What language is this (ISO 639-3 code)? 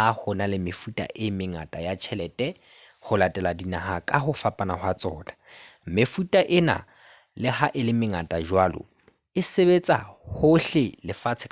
sot